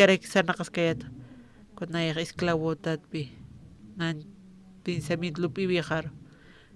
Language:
Aymara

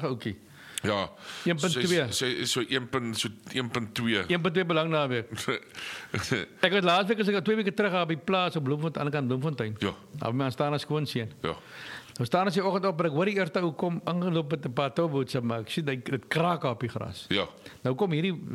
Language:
Afrikaans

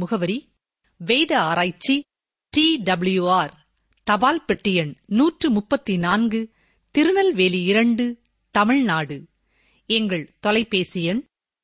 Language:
Tamil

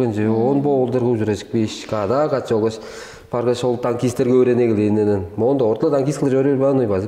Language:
Tuvinian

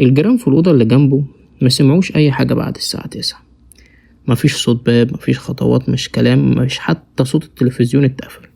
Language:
Egyptian Arabic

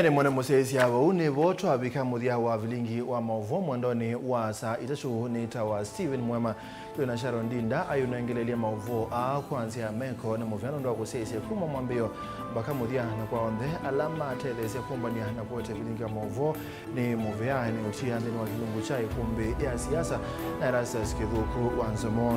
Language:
Kamba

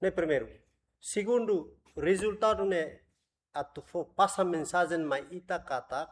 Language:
Tetum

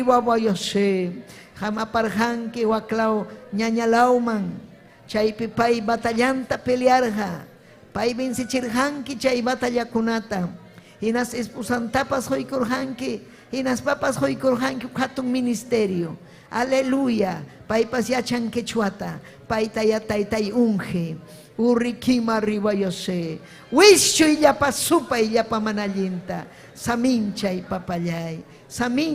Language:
Ayacucho Quechua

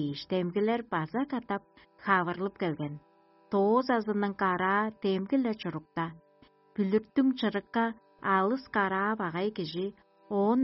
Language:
Tuvinian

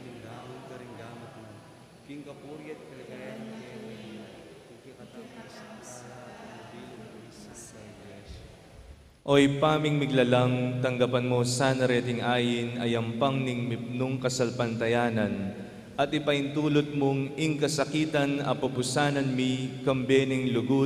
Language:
Pampanga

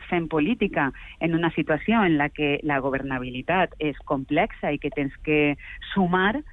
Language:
Catalan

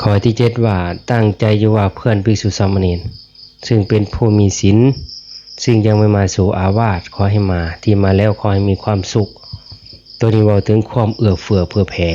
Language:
Northeastern Thai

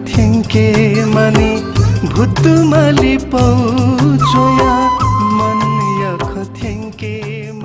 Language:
Newari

